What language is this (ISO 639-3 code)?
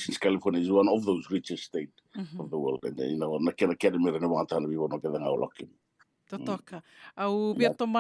fij